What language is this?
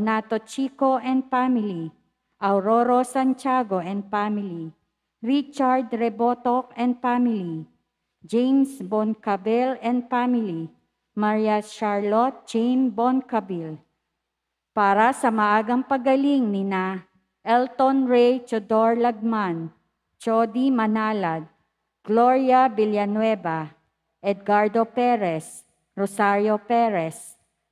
Filipino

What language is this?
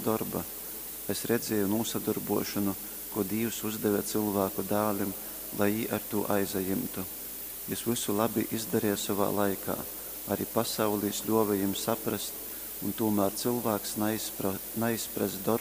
Latgalian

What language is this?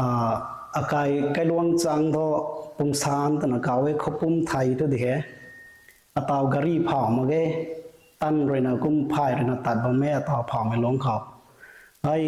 Rongmei Naga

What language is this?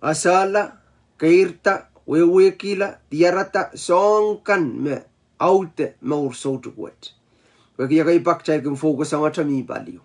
Pohnpeian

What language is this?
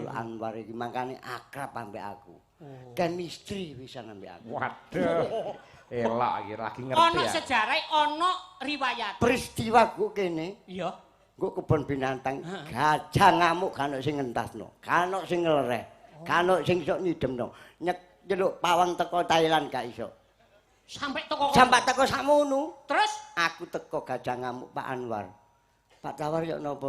Javanese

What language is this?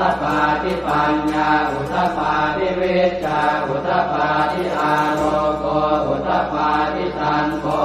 Pali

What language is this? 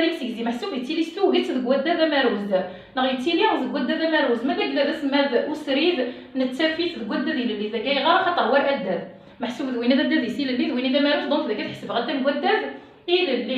Kabyle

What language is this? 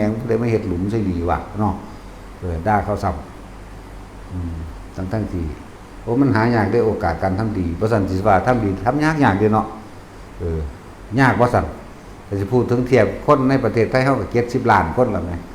Northeastern Thai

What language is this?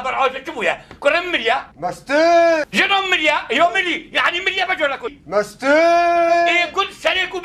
Kurdish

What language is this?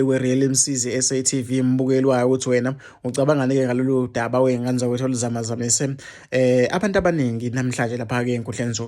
Zulu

